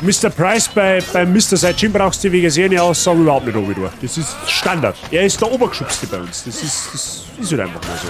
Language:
Bavarian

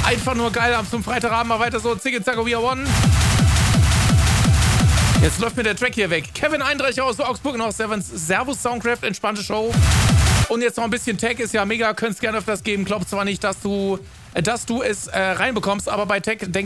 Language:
German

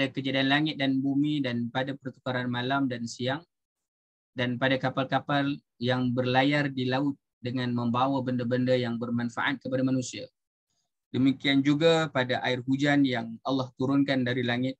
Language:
Malay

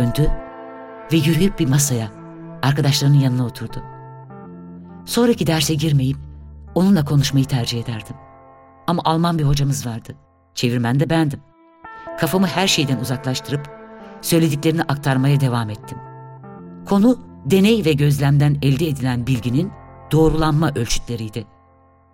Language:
Turkish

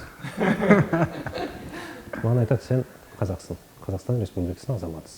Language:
Kazakh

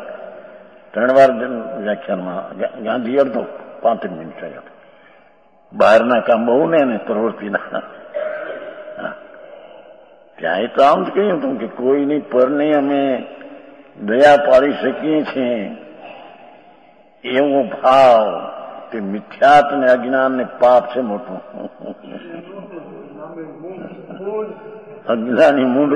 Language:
Gujarati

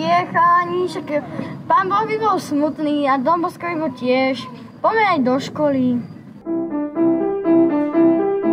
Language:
Slovak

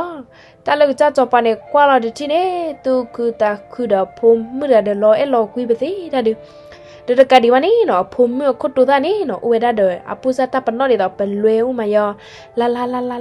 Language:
S'gaw Karen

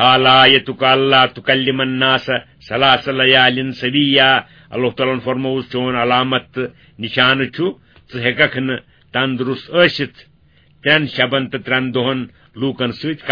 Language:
Kashmiri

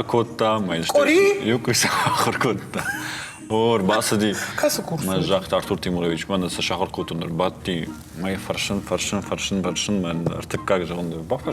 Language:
Ossetic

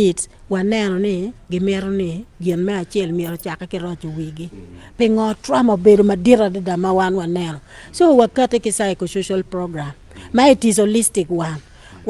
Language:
Acoli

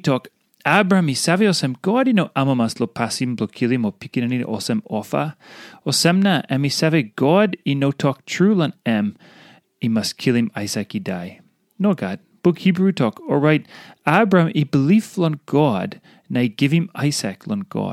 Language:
Tok Pisin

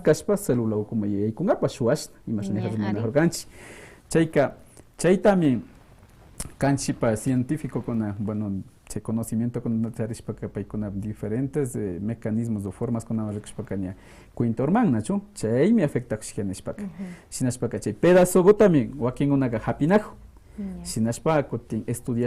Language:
Quechua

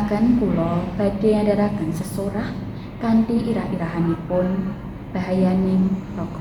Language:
Javanese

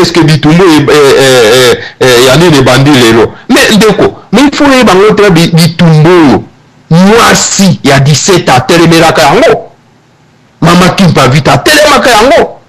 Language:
Lingala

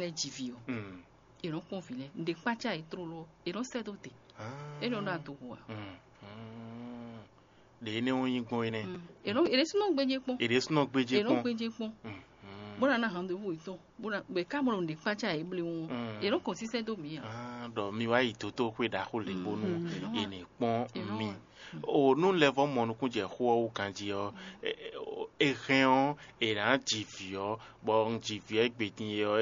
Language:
Fon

